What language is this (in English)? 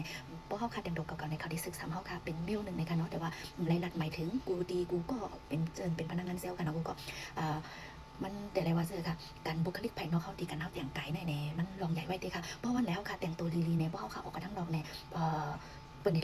Shan